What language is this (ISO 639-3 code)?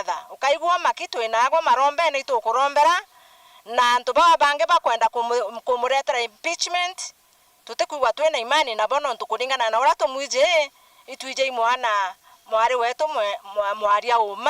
mer